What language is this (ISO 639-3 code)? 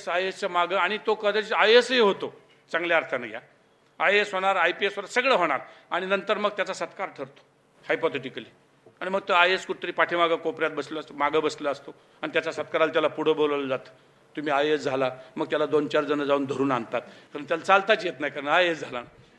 mar